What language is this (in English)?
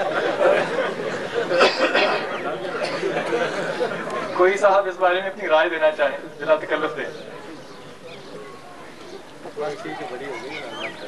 Urdu